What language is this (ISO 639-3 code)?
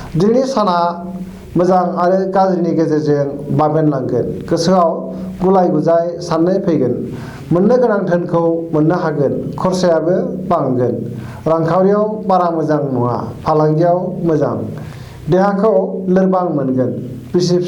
brx